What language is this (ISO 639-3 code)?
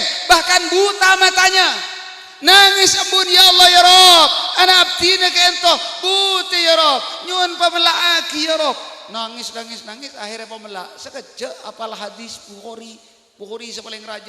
mad